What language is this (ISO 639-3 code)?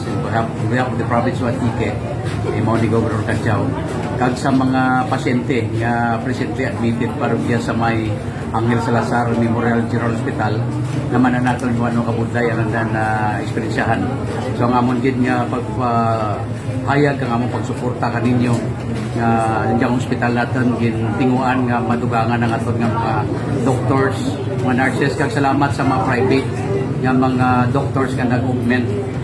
krj